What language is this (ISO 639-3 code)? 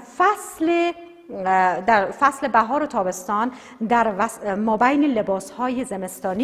fas